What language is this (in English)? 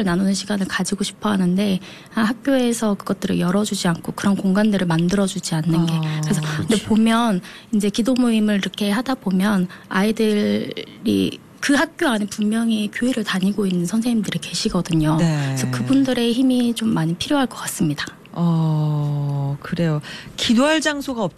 Korean